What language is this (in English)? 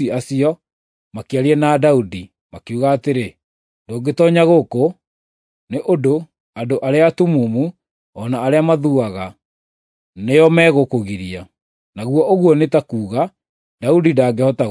Kikuyu